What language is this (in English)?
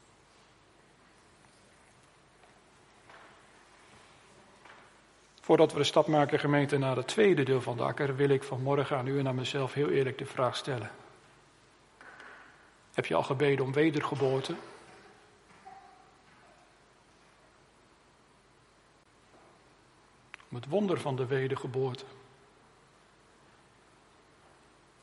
Dutch